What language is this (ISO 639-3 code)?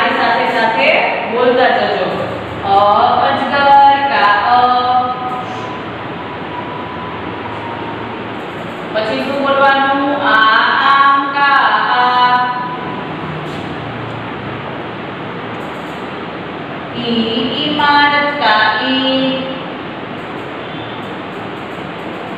guj